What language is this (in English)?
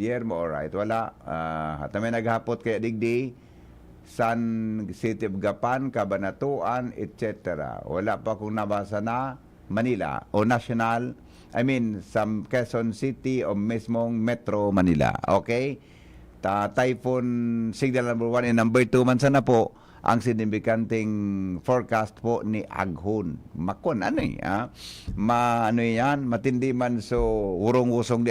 Bikol